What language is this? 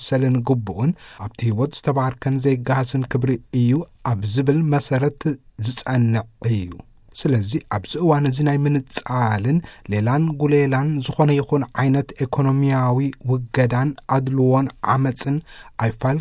Tigrinya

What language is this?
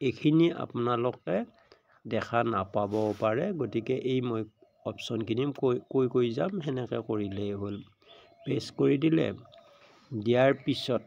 Assamese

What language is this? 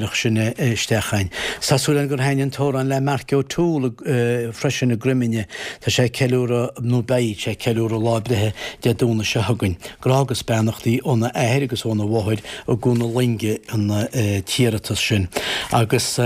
Irish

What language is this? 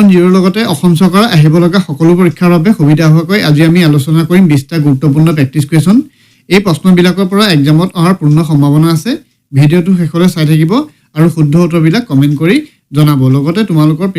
Assamese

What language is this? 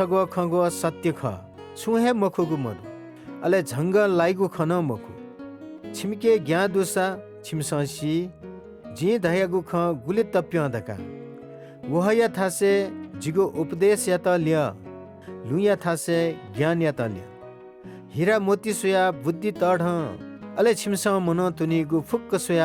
Newari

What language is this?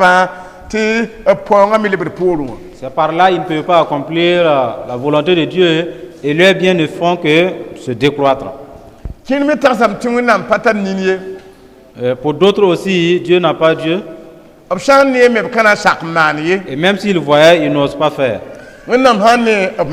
Mossi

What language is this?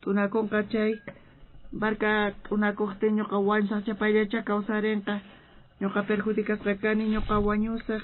South Bolivian Quechua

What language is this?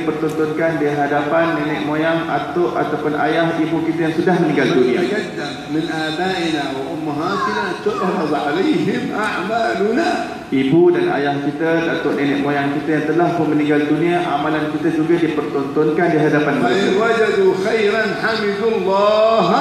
Malay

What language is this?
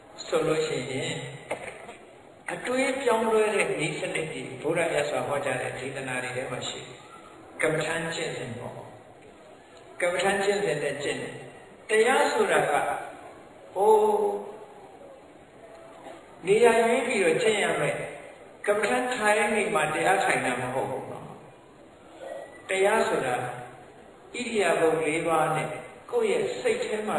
Burmese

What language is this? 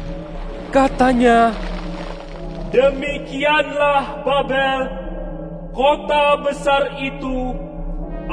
Indonesian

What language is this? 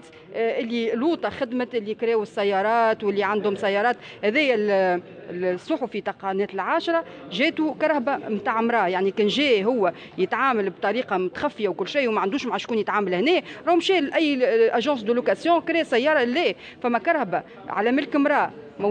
Tunisian Arabic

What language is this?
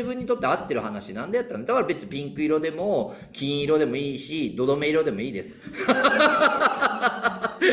Japanese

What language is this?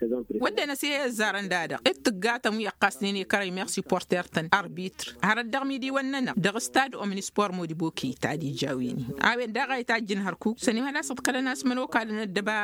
Tamasheq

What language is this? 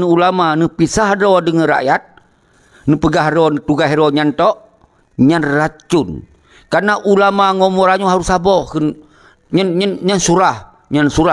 Achinese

